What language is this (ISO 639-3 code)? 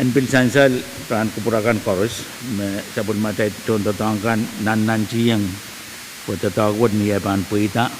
pon